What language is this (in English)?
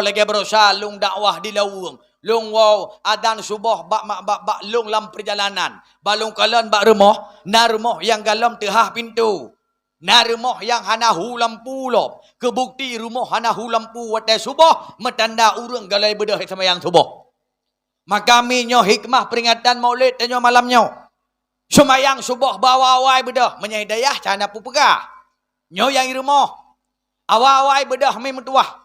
Achinese